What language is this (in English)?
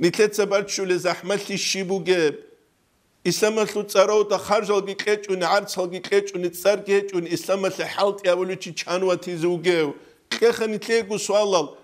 Avaric